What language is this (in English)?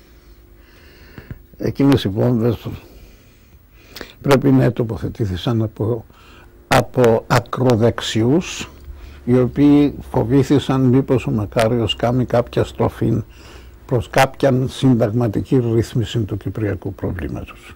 Greek